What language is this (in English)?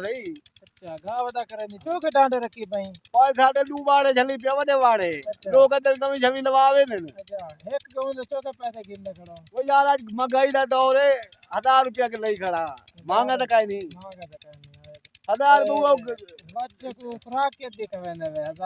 Saraiki